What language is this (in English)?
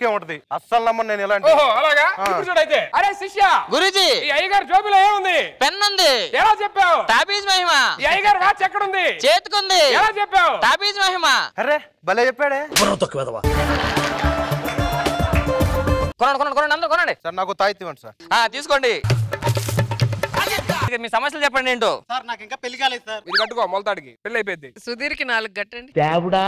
Telugu